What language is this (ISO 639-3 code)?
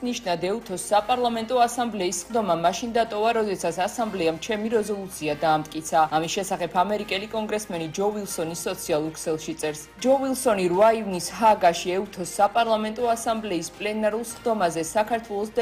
kat